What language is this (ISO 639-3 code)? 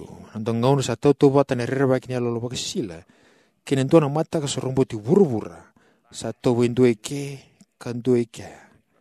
fij